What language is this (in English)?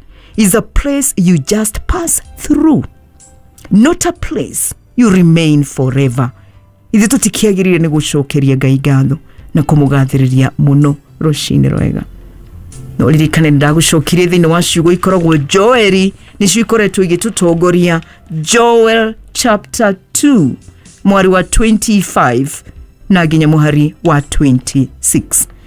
Kikuyu